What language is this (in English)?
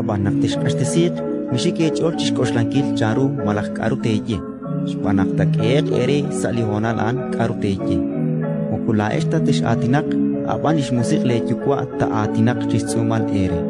Kekchí